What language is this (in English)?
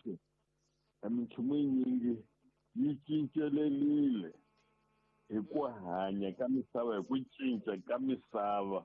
Tsonga